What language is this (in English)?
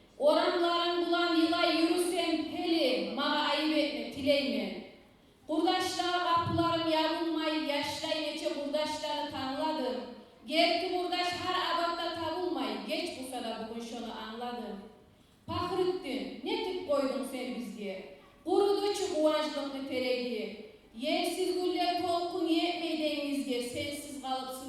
Kumyk